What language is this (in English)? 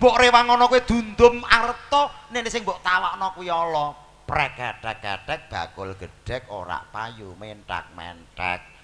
Javanese